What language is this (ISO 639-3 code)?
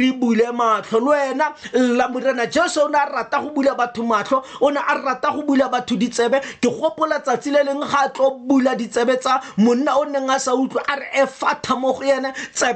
tsn